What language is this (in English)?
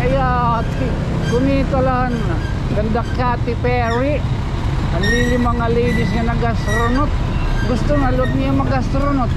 Waray